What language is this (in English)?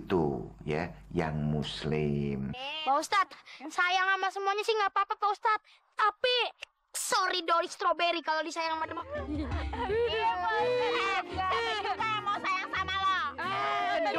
Betawi